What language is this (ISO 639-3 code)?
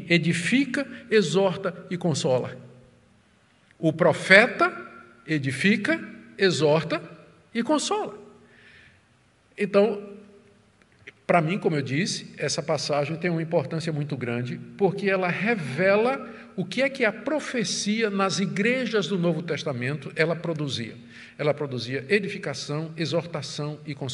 por